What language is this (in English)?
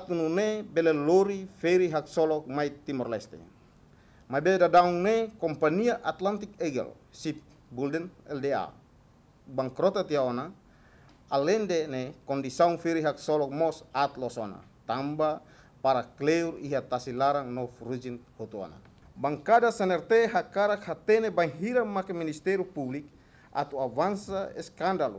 Tetum